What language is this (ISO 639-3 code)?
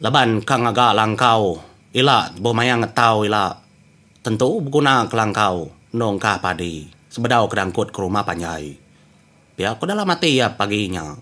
iba